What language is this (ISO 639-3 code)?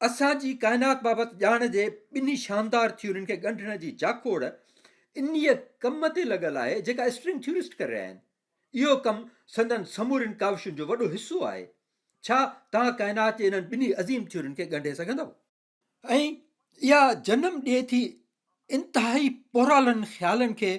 snd